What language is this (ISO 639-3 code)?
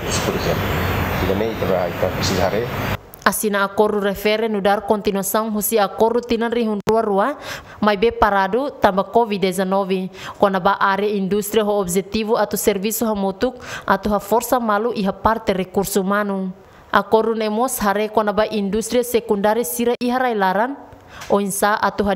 tet